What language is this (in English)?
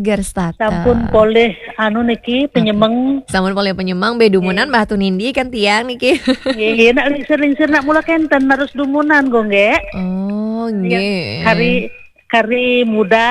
Balinese